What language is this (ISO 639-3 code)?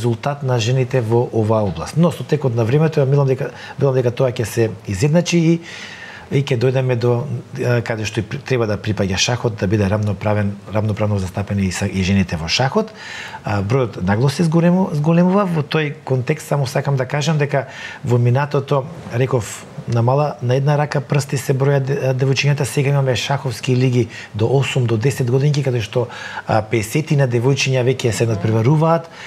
mkd